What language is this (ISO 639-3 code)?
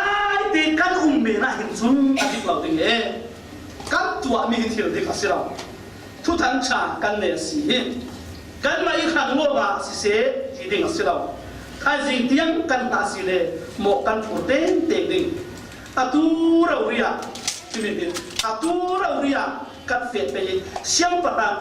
cfm